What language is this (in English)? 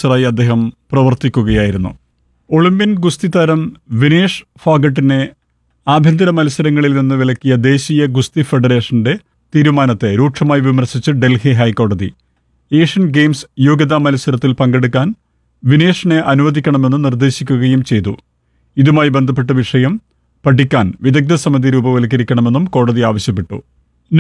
Malayalam